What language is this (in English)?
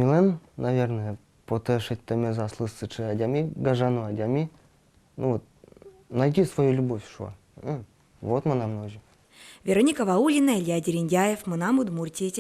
Udmurt